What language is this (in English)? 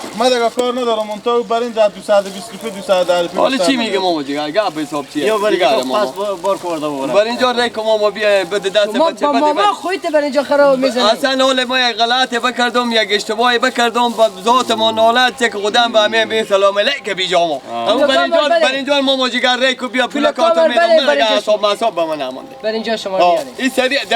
Persian